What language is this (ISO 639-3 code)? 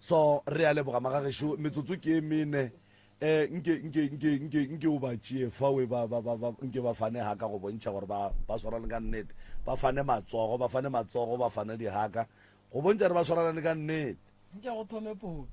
nso